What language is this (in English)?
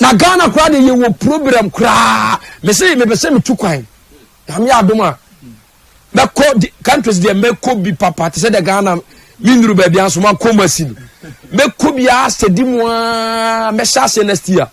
Akan